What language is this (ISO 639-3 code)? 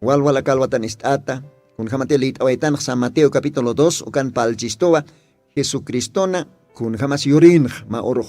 aym